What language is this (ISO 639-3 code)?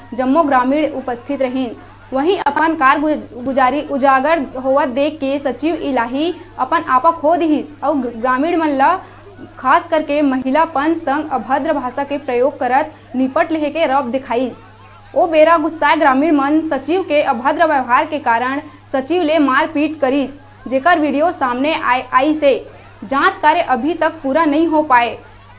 hne